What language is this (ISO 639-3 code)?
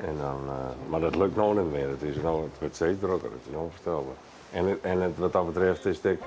fry